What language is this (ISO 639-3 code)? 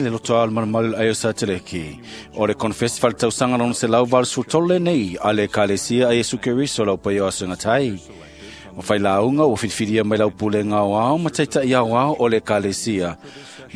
smo